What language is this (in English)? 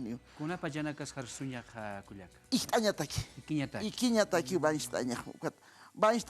Aymara